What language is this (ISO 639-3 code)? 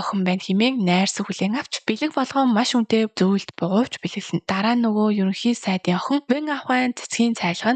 mon